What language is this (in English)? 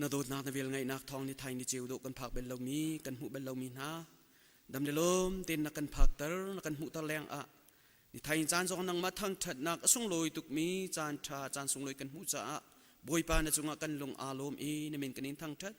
Hakha Chin